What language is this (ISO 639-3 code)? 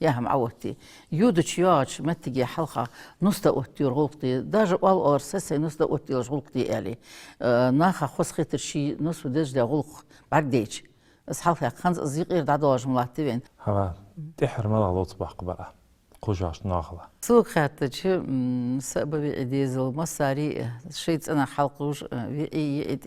inh